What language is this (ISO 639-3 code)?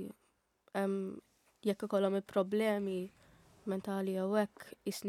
mlt